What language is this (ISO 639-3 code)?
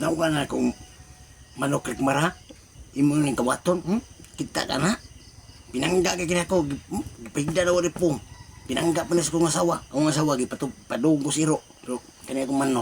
ceb